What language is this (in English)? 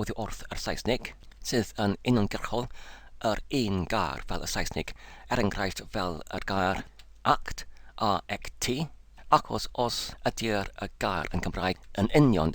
Welsh